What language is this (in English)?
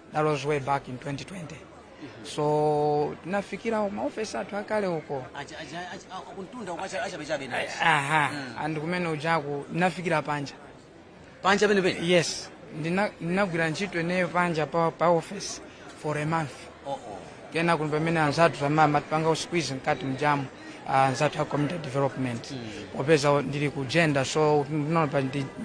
Nyanja